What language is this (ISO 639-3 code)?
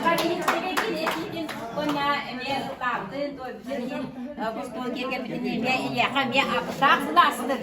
sah